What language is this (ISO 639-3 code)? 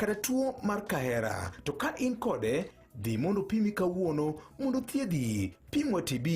luo